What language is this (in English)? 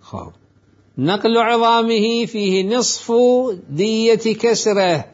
Mesopotamian Arabic